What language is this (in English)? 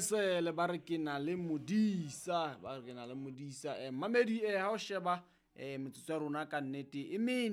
Southern Sotho